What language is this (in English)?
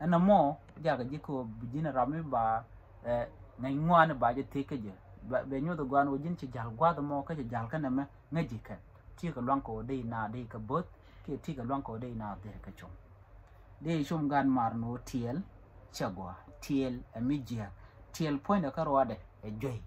Nuer